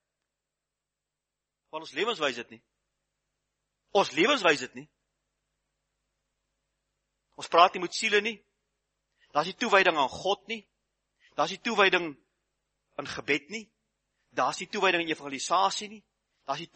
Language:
Afrikaans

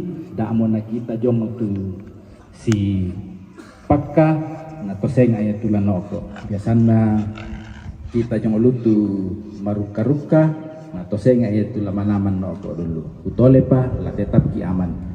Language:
Toraja-Sa'dan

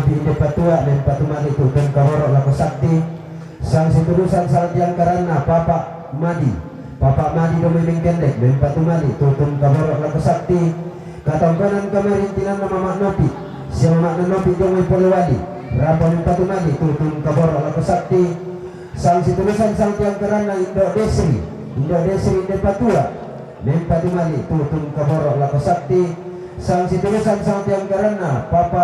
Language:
Toraja-Sa'dan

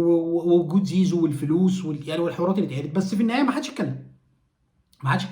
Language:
Egyptian Arabic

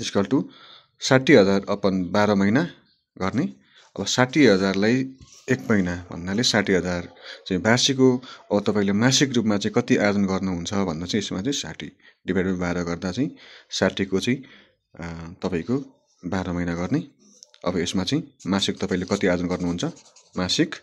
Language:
Nepali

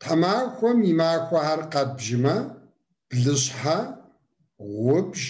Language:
Kabardian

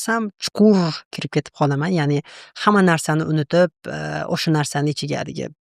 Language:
Uzbek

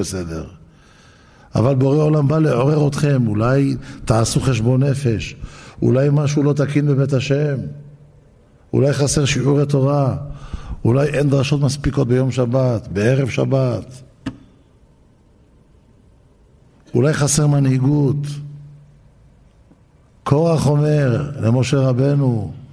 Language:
Hebrew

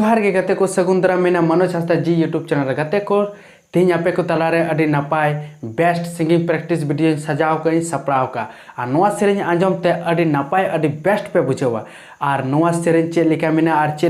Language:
Santali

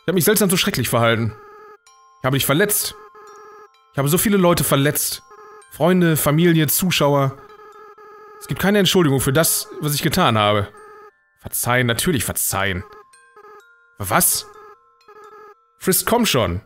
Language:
German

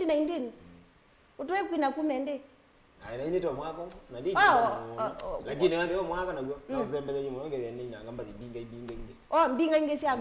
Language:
Kamba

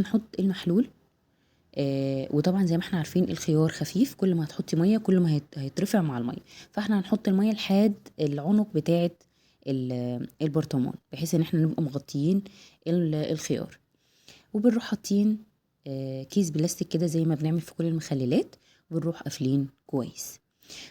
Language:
Egyptian Arabic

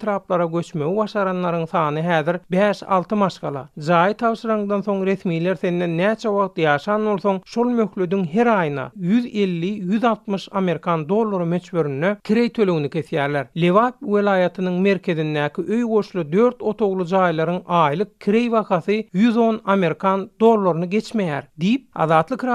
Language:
Turkmen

